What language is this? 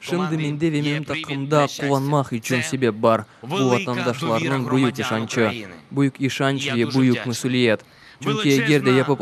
Crimean Tatar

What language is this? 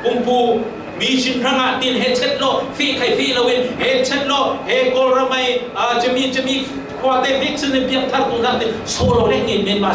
Falam Chin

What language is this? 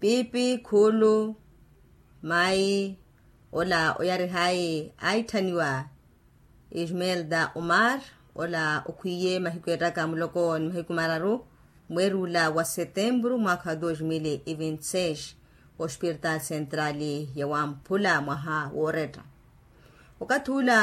Makhuwa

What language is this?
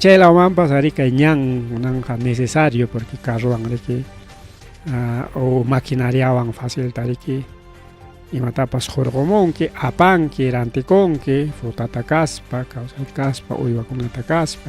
Ayacucho Quechua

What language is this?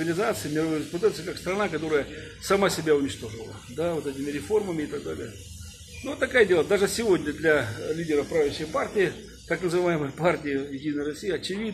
Russian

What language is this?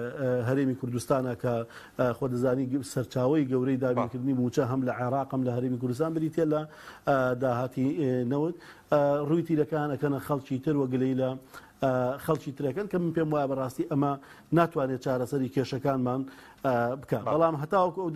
Central Kurdish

